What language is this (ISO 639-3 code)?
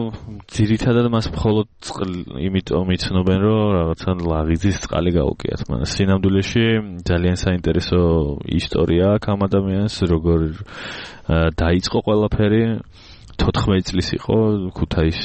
kat